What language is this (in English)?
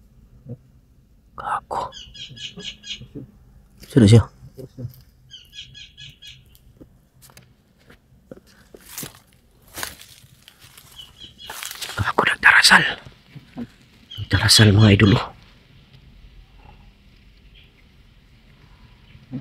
Filipino